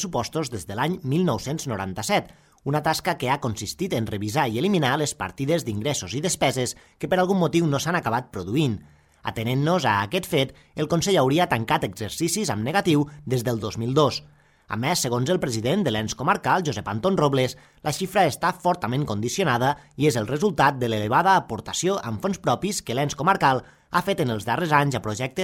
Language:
Catalan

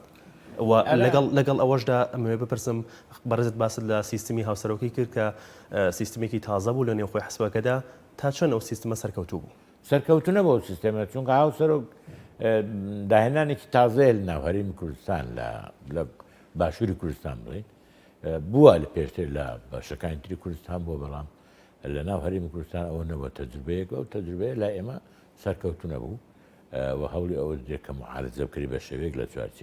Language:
Central Kurdish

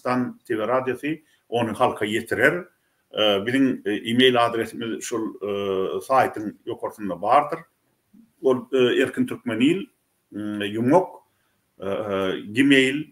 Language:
Turkmen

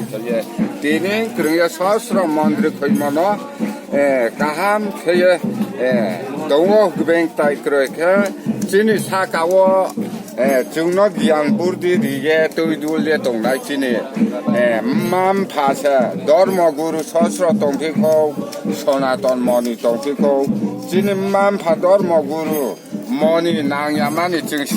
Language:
Riang (India)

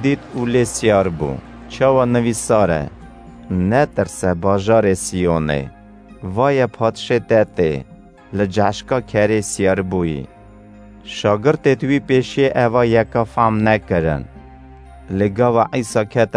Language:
Kurdish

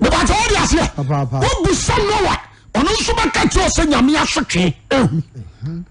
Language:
Akan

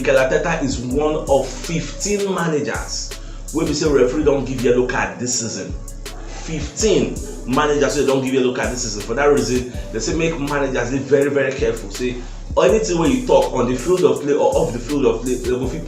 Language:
Nigerian Pidgin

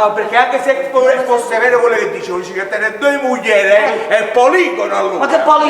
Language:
Neapolitan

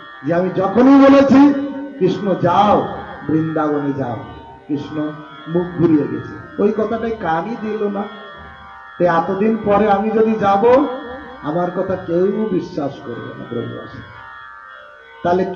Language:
Bangla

